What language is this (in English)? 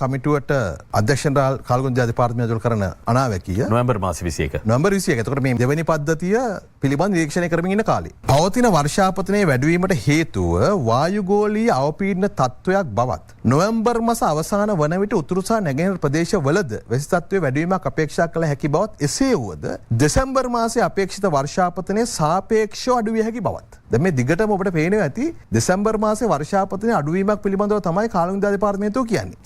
Sinhala